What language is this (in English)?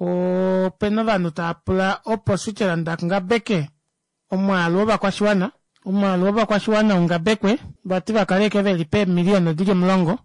Kuanyama